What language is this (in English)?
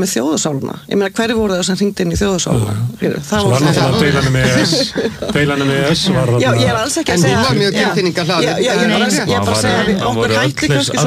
Icelandic